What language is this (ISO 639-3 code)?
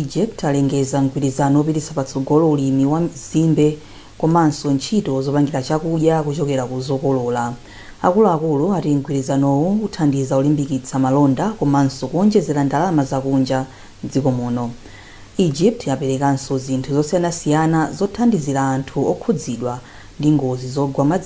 nya